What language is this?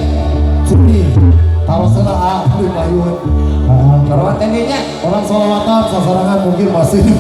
Sundanese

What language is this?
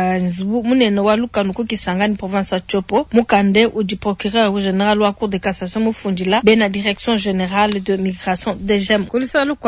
Luba-Lulua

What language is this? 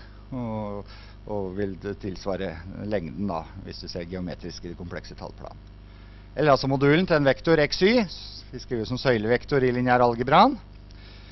Norwegian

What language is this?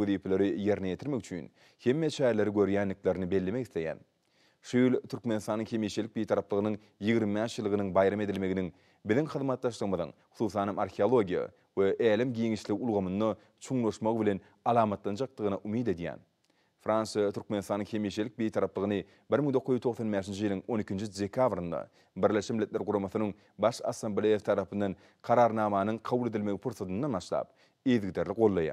Turkmen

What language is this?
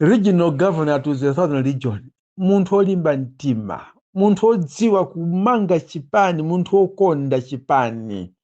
Nyanja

